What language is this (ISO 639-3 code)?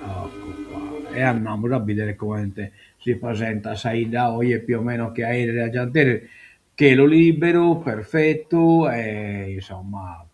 srd